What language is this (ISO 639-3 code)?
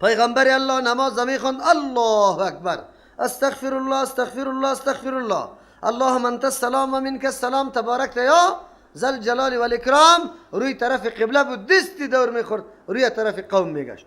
fas